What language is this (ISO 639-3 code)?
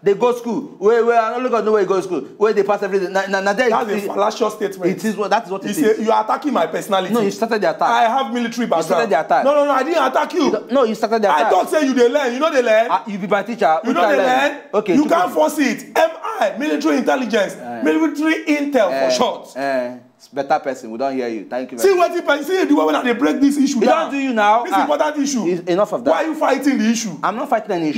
pcm